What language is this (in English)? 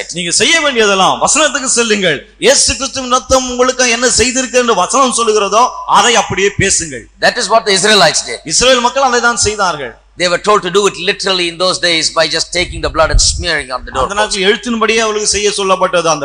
Tamil